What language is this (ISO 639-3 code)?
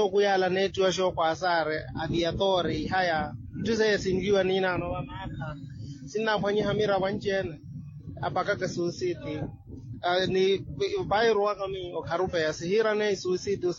vmw